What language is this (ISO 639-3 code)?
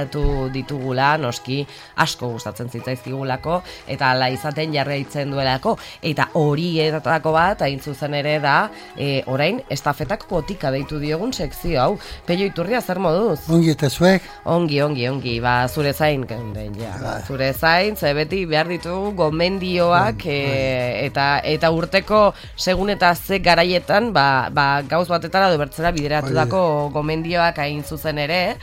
eus